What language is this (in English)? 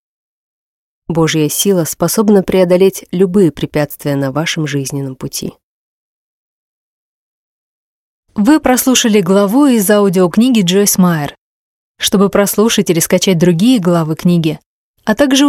Russian